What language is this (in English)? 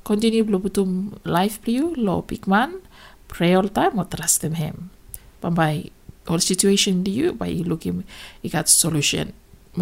Bislama